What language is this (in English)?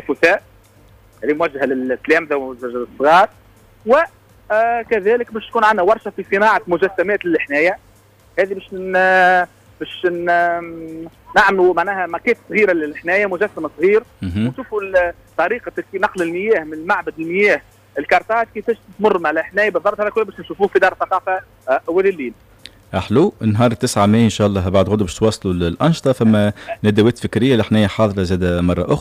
Tunisian Arabic